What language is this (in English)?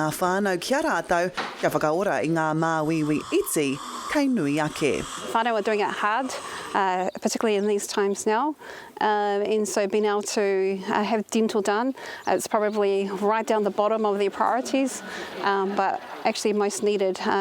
Māori